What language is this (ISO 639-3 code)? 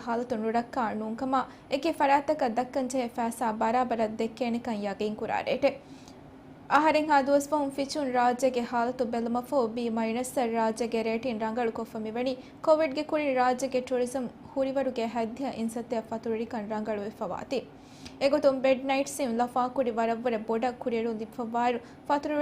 div